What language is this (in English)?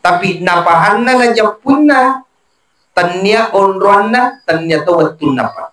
Buginese